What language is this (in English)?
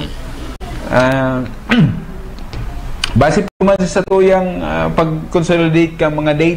Bikol